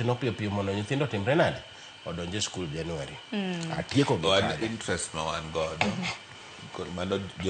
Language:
Luo (Kenya and Tanzania)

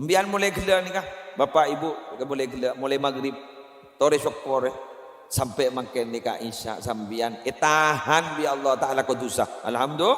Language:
Madurese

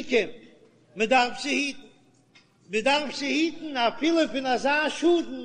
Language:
Yiddish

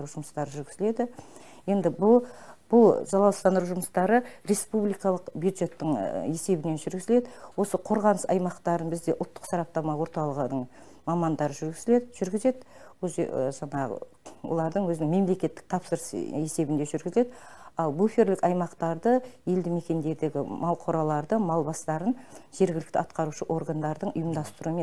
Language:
Kazakh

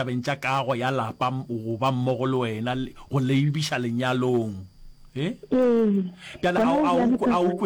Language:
Northern Sotho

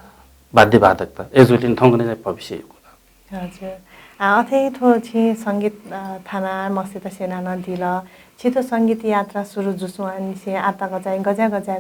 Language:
Newari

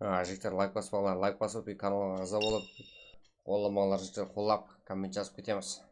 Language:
Kara-Kalpak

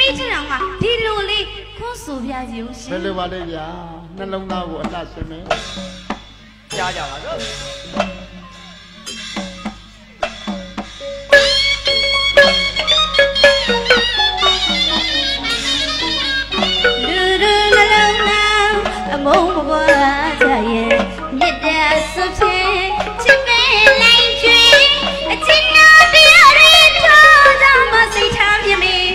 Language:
Burmese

